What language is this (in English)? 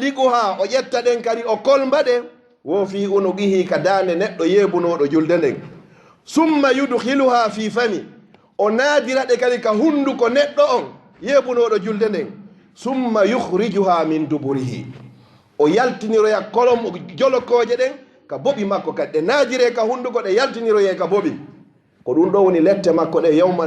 Fula